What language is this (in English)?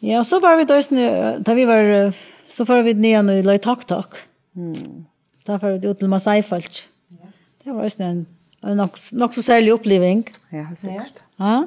Faroese